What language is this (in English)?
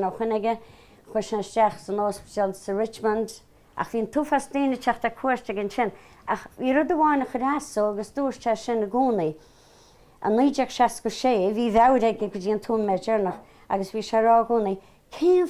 Irish